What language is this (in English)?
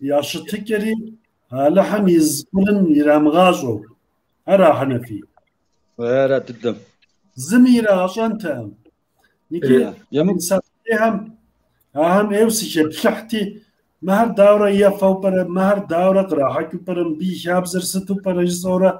Kabardian